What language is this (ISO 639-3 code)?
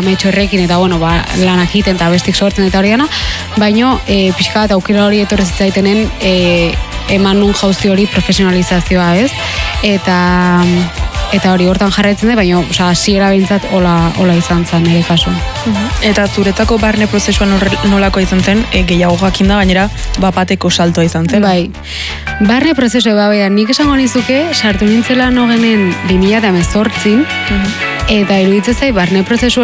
eus